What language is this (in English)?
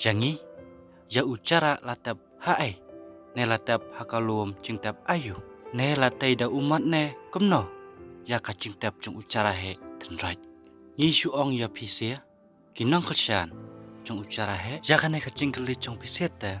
Khasi